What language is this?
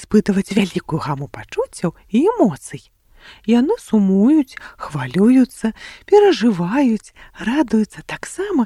Belarusian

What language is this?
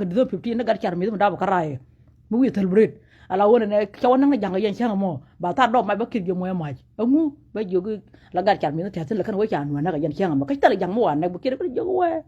Nuer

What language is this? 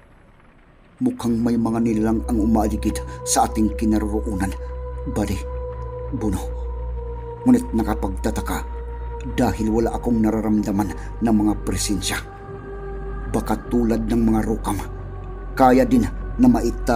Filipino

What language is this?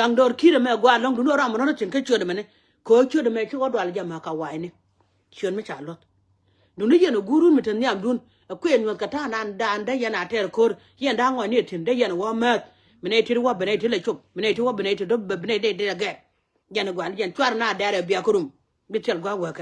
Nuer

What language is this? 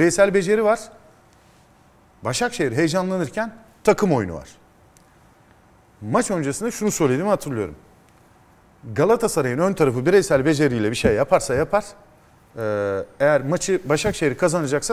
Turkish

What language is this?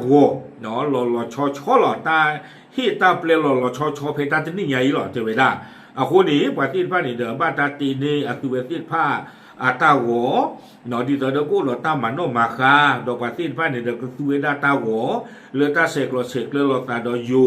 S'gaw Karen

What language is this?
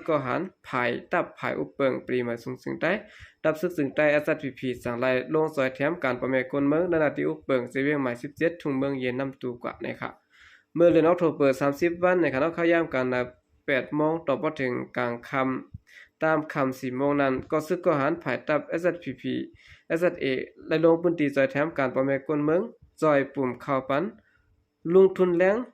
Shan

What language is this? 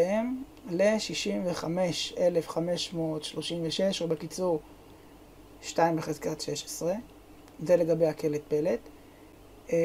Hebrew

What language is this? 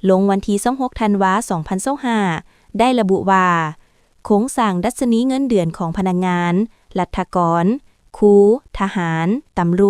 Lao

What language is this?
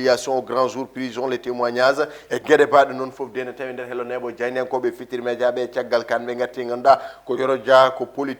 Fula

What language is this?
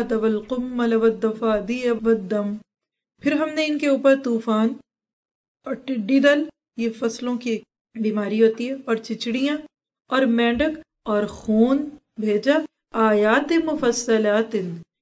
Urdu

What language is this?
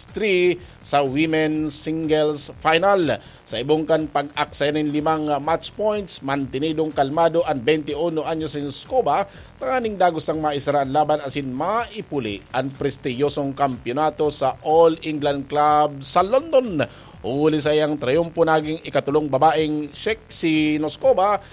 Bikol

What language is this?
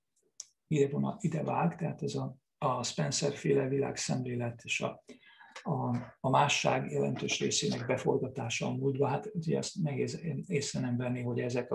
Hungarian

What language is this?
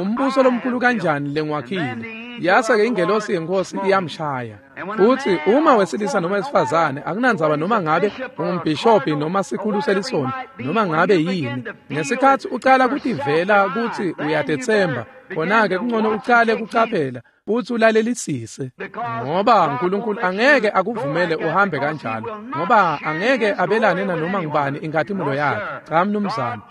Swati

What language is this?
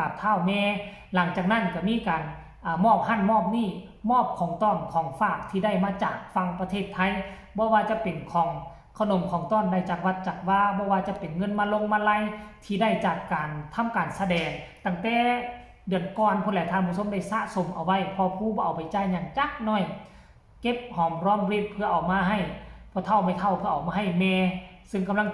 Northeastern Thai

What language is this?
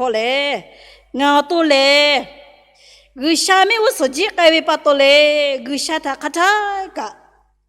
Lahu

